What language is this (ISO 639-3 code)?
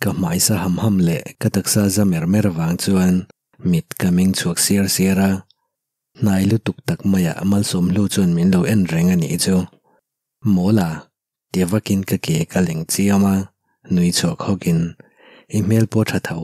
lus